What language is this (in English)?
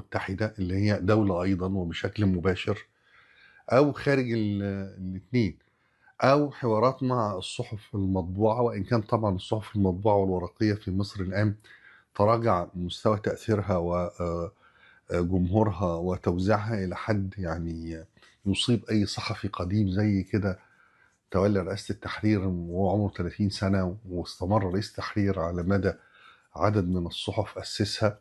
Egyptian Arabic